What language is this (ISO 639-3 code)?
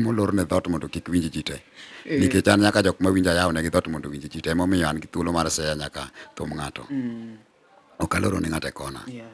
luo